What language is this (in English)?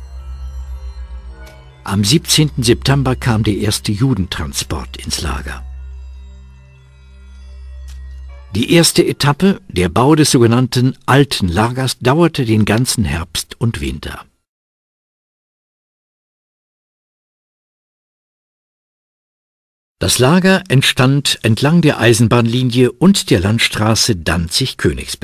German